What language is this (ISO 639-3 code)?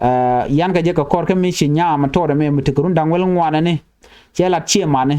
nus